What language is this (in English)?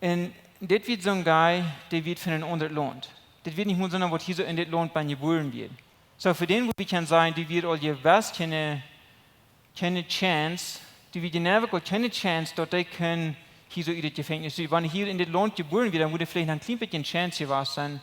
Plautdietsch